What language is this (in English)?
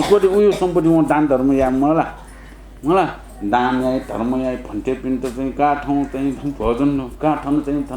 Newari